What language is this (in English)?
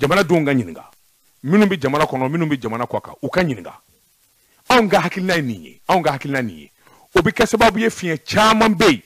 Bambara